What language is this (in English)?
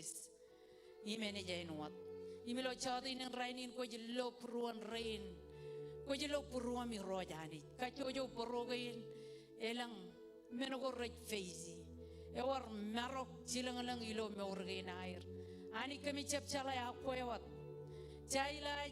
Marshallese